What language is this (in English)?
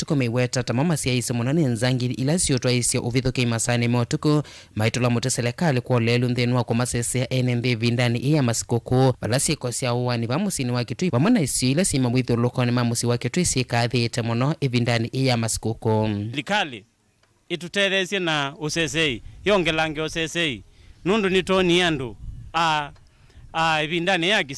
Kamba